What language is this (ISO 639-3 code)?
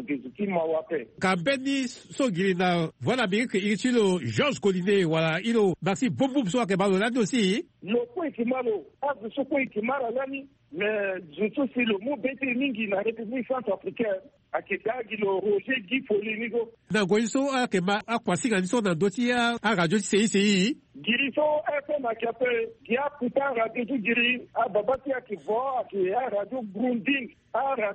sag